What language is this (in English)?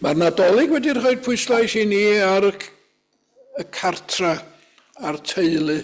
Welsh